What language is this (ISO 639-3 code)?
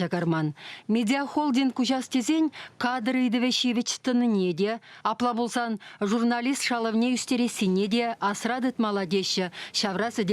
chv